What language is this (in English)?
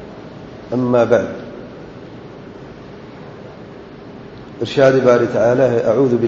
Urdu